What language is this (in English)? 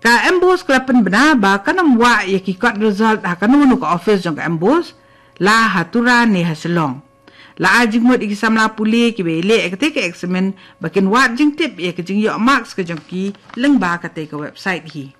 Khasi